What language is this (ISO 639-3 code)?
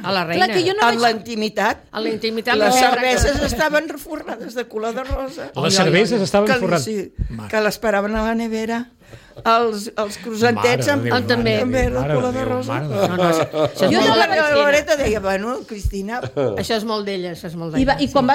cat